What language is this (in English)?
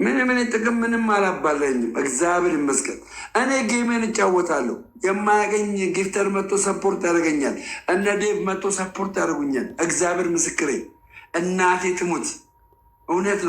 Amharic